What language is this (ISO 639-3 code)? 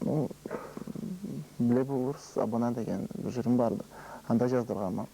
krc